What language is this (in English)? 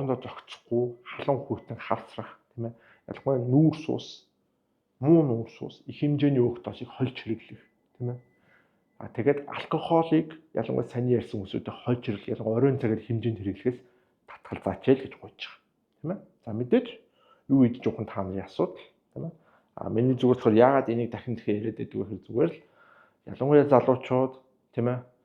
Mongolian